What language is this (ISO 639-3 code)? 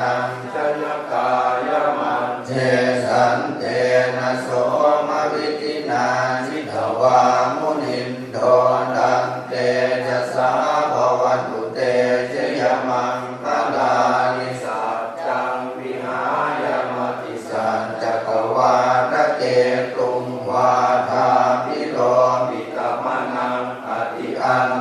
pli